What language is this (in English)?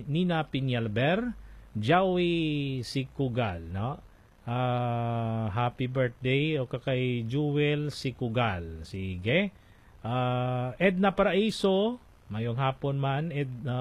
Filipino